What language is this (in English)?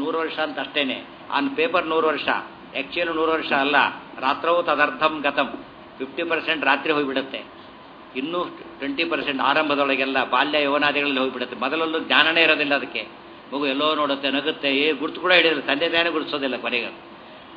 Kannada